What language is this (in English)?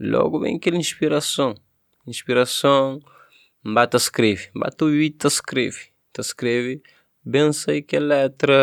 Kabuverdianu